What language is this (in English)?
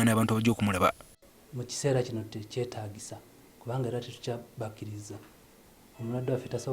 Ganda